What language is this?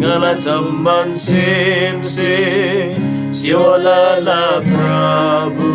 Eastern Tamang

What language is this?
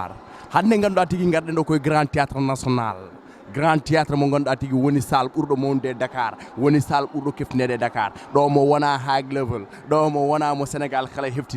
Fula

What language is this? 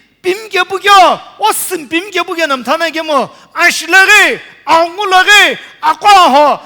Sumi Naga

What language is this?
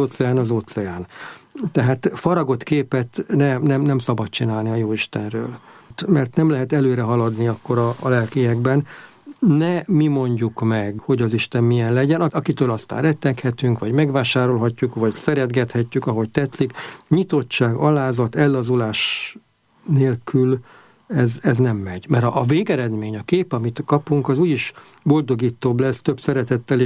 Hungarian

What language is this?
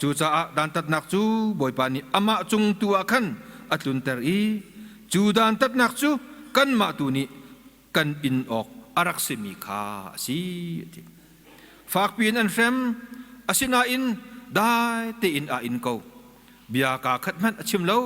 Hakha Chin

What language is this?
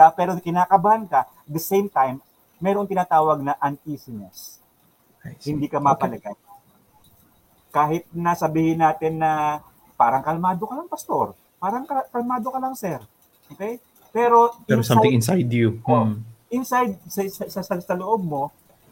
Filipino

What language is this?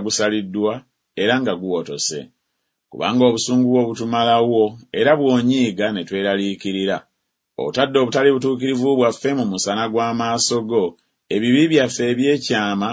Ganda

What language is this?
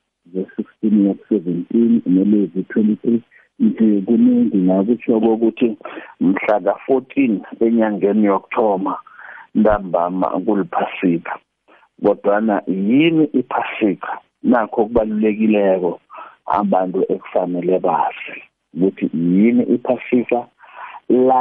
South Ndebele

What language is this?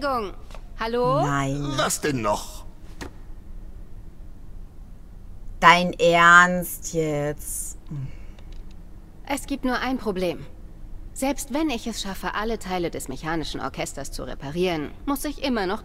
German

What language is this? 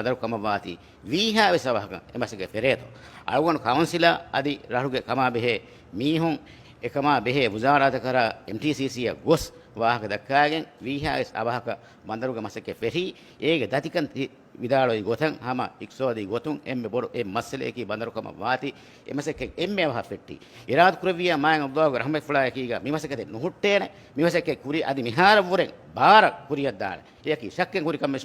Divehi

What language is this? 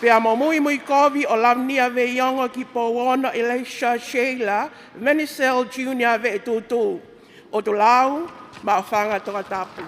Tongan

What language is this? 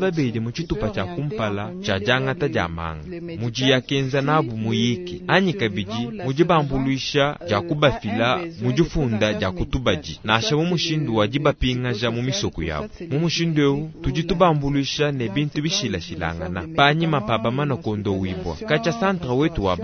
Luba-Lulua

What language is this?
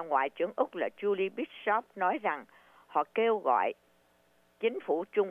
Vietnamese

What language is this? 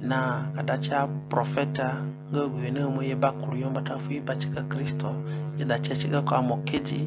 Zande (individual language)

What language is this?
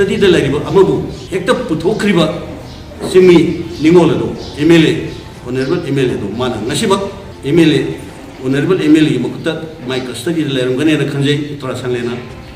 Manipuri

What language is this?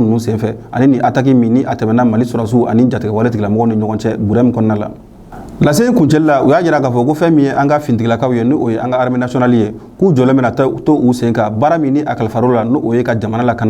Bambara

